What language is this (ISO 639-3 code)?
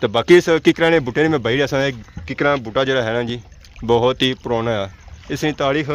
phr